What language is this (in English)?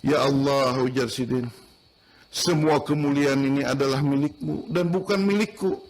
Banjar